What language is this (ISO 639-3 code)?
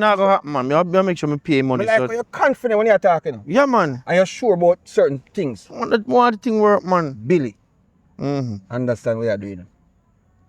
jam